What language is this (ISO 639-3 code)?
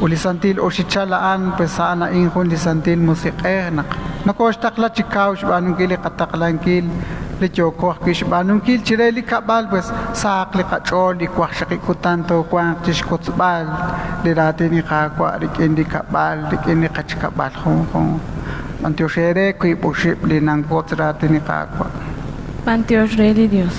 kek